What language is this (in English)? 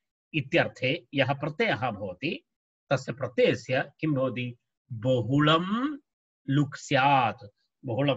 Sanskrit